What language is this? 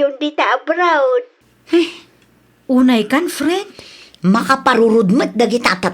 Iloko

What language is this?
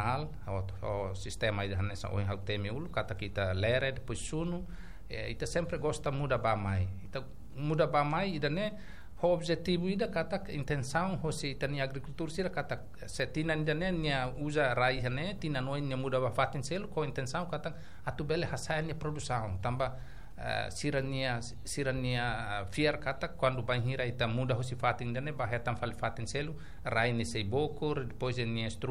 Tetum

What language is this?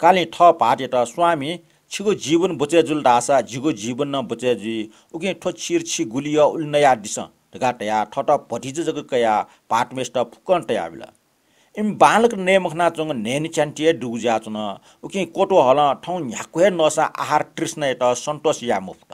Newari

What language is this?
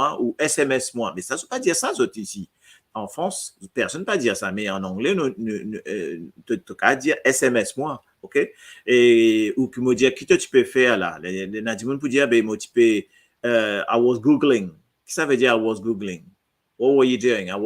Morisyen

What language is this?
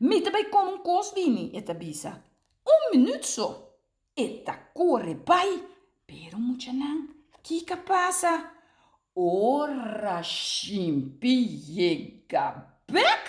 Papiamento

